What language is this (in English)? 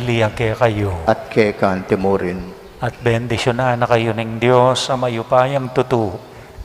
Pampanga